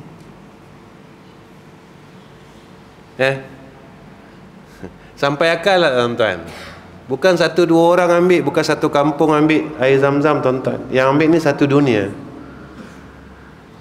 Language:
Malay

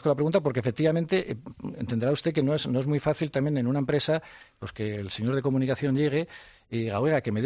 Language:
Spanish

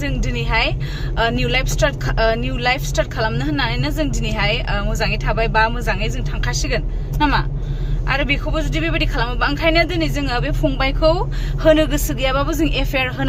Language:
Bodo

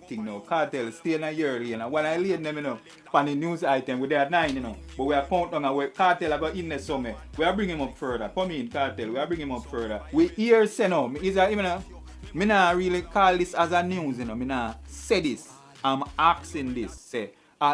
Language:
Jamaican Creole English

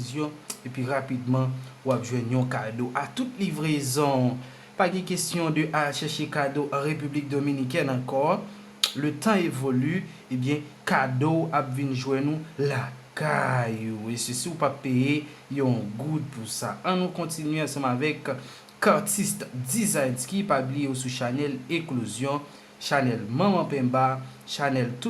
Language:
Haitian Creole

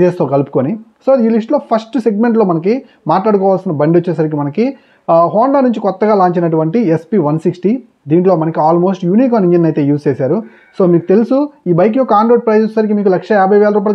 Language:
Telugu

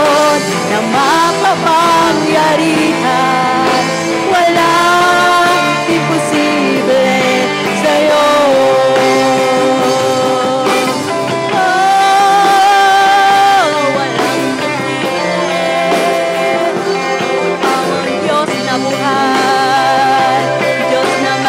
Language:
Filipino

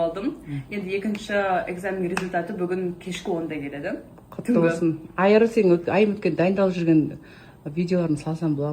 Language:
Kazakh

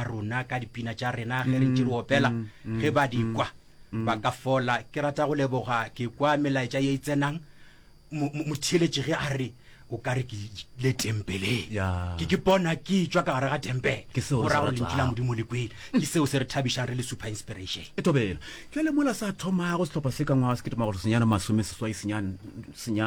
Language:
Northern Sotho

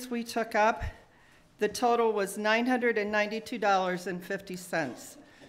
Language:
English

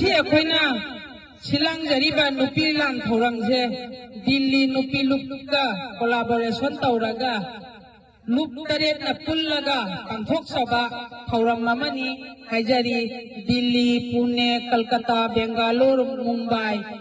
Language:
Manipuri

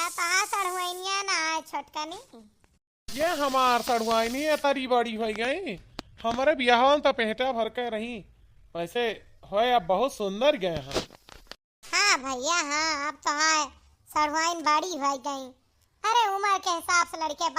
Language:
Awadhi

